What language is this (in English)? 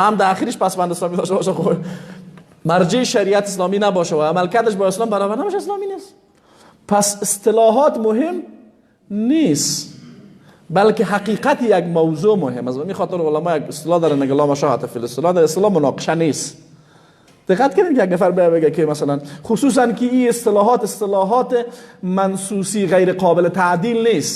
Persian